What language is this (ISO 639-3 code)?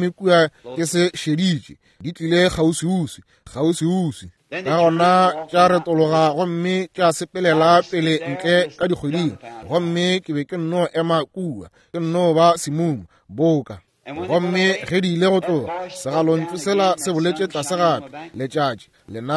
nso